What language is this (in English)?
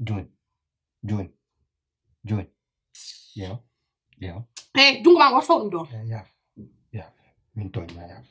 Fula